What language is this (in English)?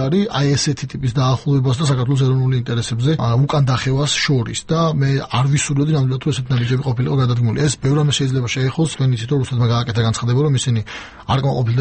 Georgian